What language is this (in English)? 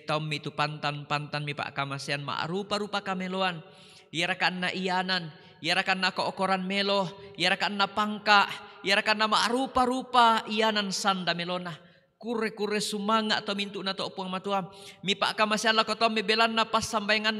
Toraja-Sa'dan